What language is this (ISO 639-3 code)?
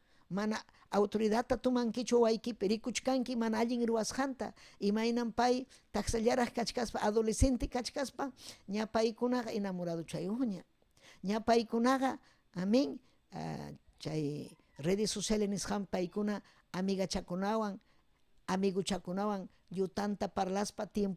quy